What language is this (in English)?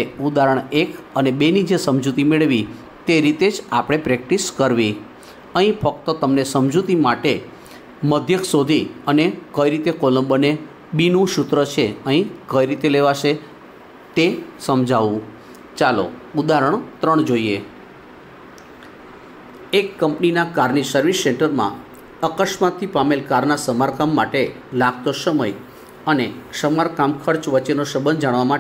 Gujarati